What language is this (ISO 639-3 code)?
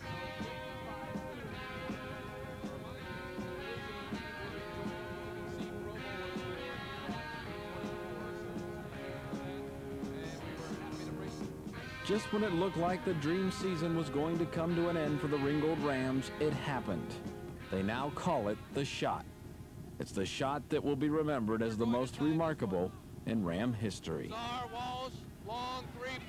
eng